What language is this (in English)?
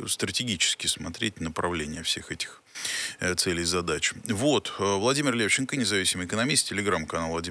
Russian